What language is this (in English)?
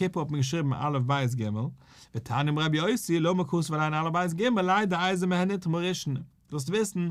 Yiddish